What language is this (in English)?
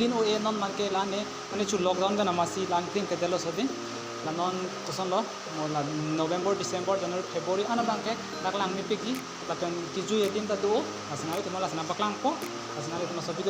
Karbi